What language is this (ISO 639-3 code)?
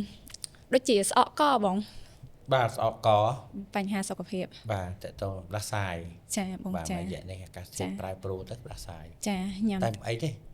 khm